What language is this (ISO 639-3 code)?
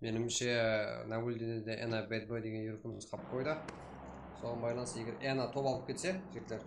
kaa